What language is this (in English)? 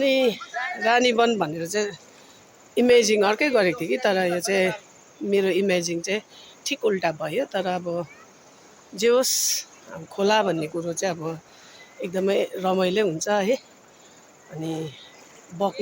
Nepali